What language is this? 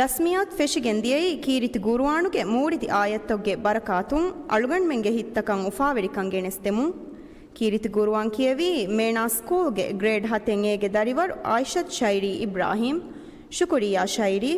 Divehi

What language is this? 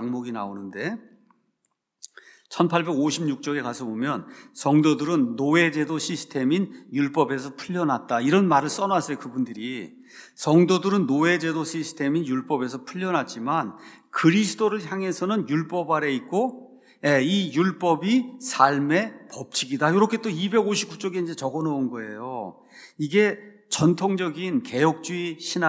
Korean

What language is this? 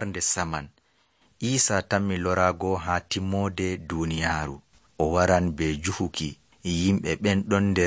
Nigerian Fulfulde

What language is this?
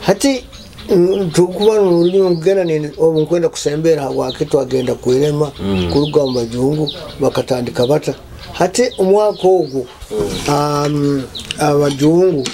Nyoro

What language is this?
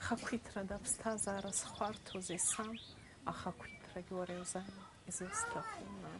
Abkhazian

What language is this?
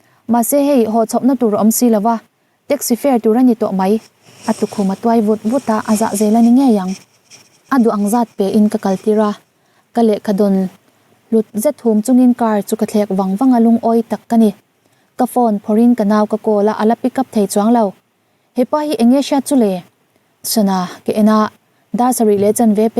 Mizo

